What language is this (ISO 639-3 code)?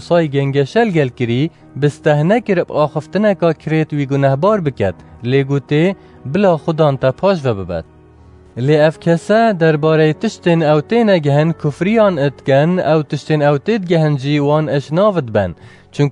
kur